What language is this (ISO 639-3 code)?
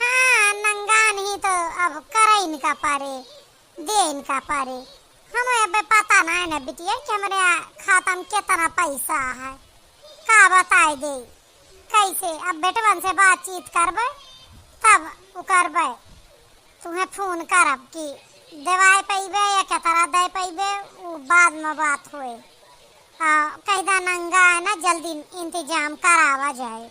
awa